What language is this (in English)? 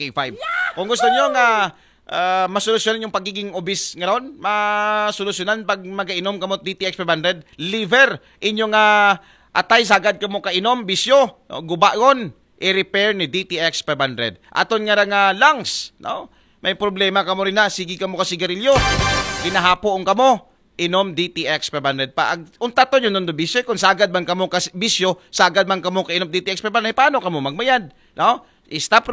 Aklanon